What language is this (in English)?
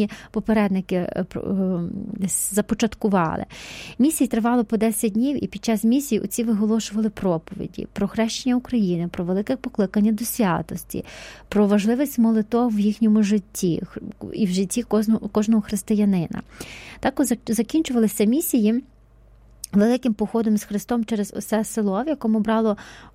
Ukrainian